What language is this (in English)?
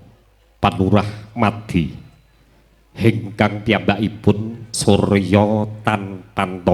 Javanese